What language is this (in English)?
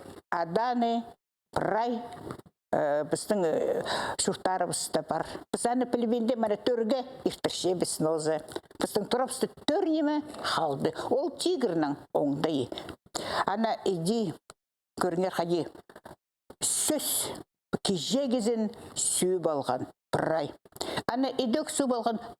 Khakas